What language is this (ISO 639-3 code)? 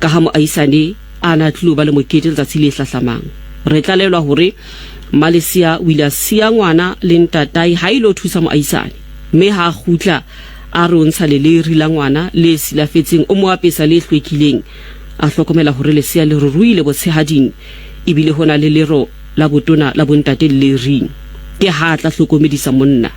tsn